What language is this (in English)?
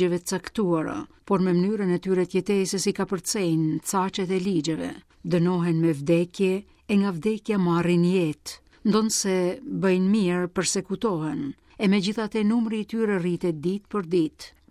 Albanian